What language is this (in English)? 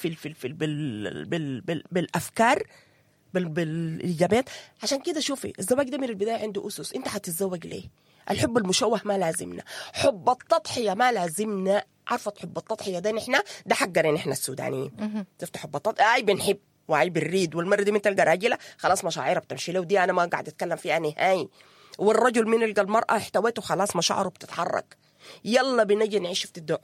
Sudanese Arabic